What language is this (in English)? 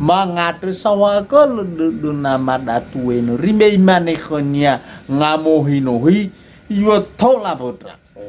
Nias